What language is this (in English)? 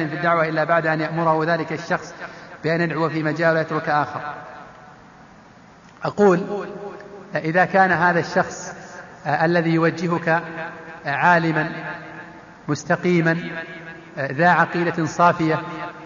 Arabic